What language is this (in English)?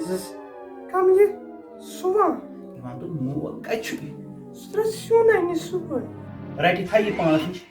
Kashmiri